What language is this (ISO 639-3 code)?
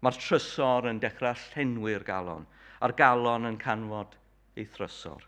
cym